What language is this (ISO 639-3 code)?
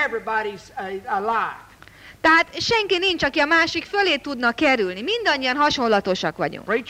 hun